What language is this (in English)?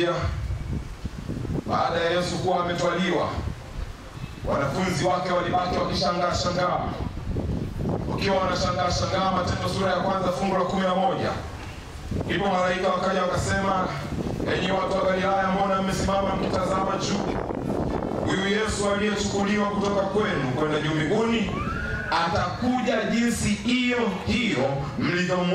Swahili